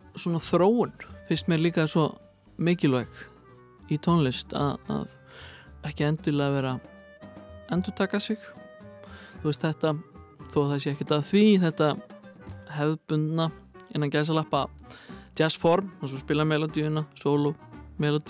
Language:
Icelandic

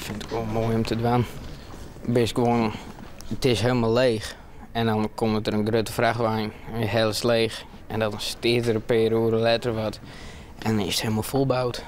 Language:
Western Frisian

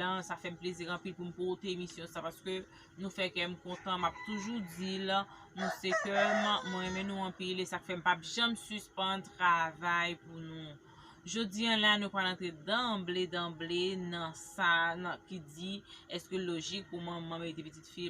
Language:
Haitian Creole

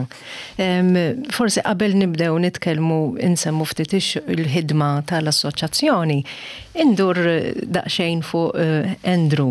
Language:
Maltese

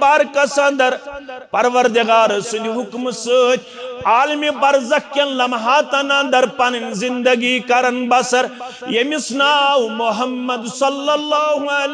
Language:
Kashmiri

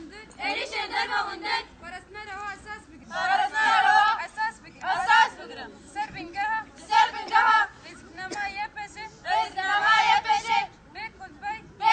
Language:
Kurdish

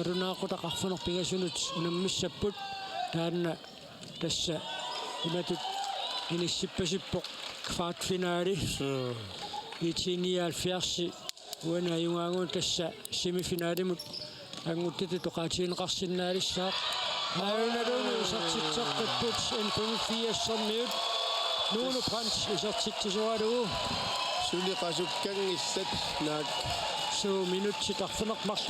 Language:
Kalaallisut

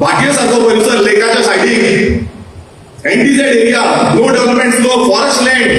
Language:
Konkani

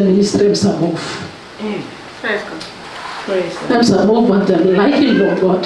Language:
Tok Pisin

